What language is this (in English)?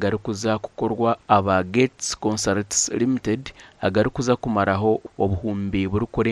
Nyankole